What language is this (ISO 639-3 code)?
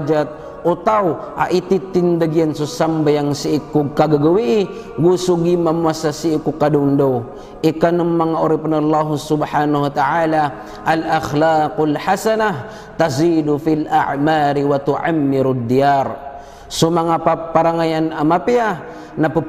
mrw